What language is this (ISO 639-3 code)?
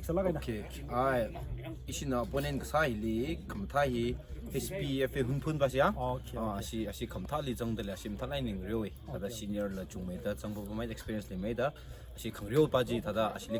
nmf